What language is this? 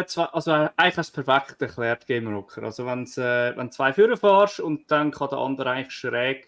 Swiss German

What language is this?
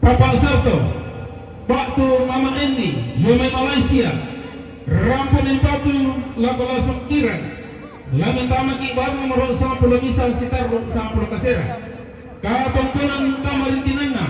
Toraja-Sa'dan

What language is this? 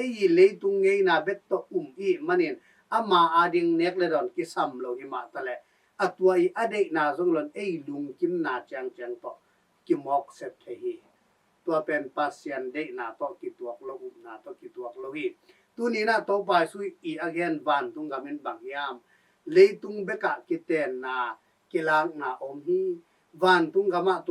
Tedim Chin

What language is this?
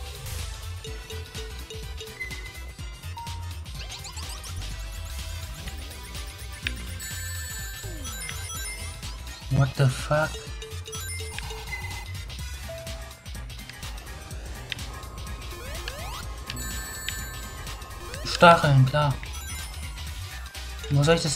German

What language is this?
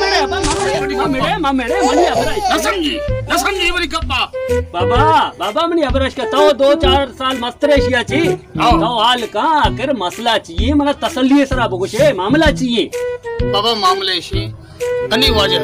Baluchi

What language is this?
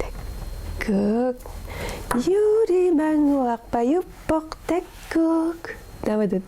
Kalaallisut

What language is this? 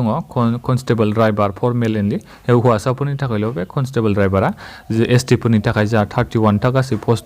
Bodo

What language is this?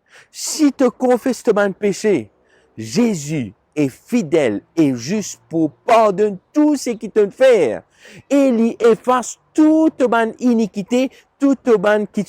Morisyen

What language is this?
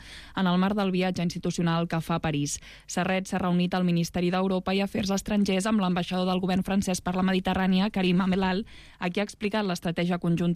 Catalan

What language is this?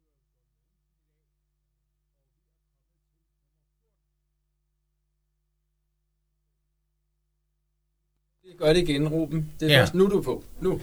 Danish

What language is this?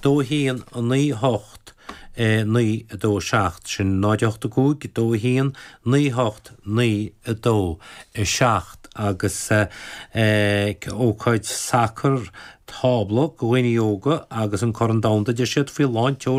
Irish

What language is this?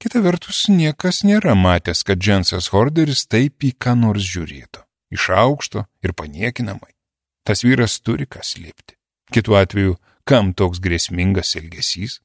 Lithuanian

